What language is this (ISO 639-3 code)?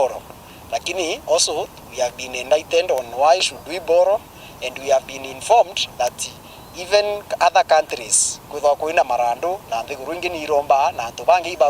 mer